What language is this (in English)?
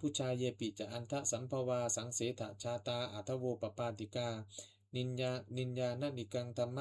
Pali